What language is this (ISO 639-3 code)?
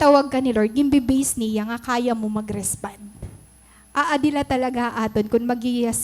war